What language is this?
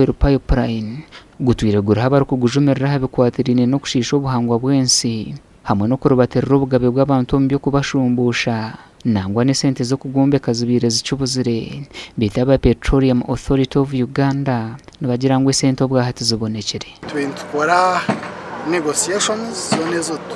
Nyankole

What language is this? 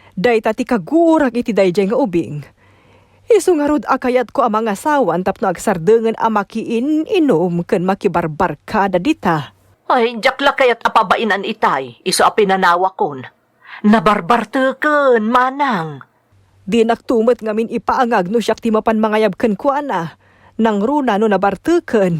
Iloko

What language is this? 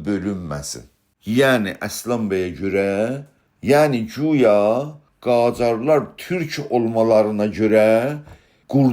South Azerbaijani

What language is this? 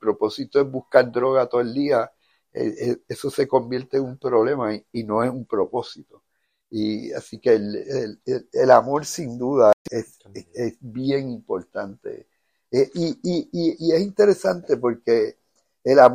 Spanish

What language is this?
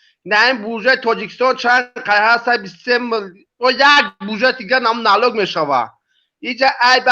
Tajik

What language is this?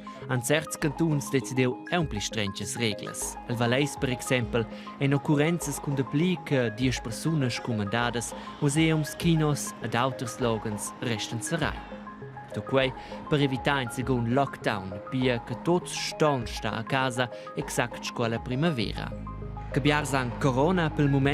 Romansh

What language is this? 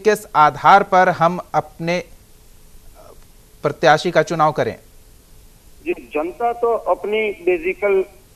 Hindi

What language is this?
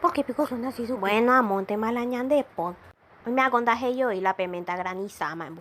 Guarani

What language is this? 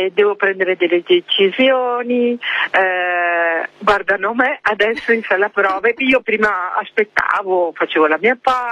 Italian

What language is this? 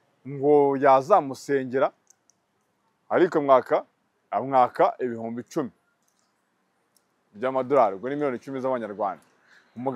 Kinyarwanda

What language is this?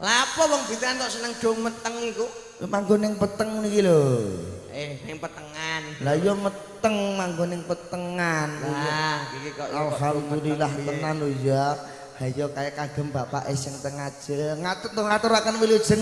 Javanese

